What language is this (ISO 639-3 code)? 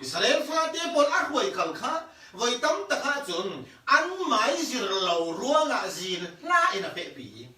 cfm